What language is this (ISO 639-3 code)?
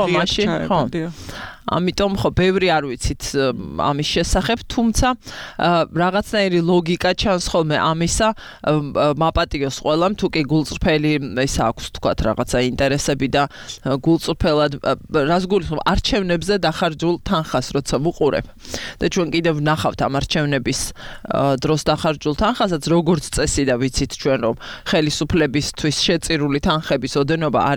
kat